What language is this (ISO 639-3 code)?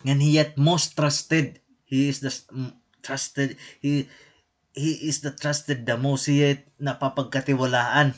war